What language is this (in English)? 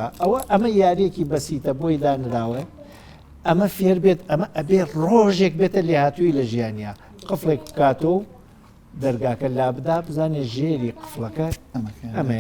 Central Kurdish